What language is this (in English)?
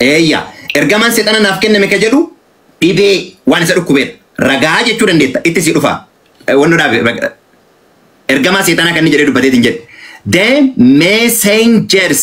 Oromo